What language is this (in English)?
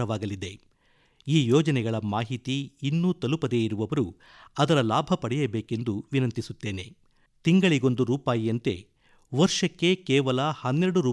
Kannada